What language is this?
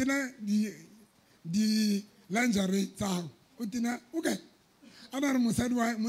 Southern Sotho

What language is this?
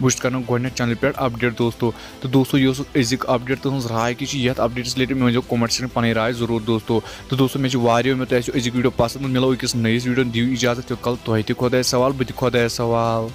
Kashmiri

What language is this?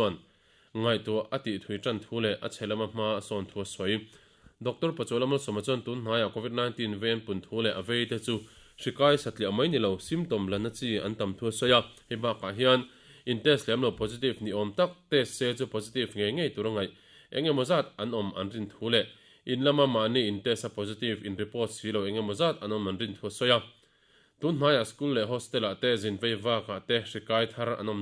Mizo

